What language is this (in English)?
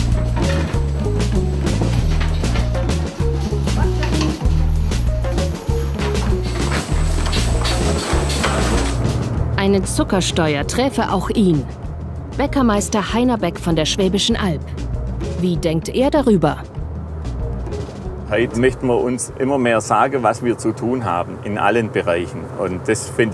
German